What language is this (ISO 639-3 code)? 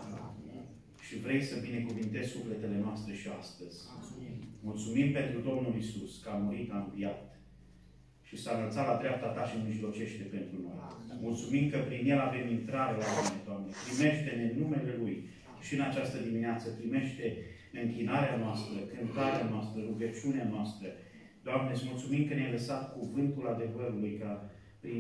ron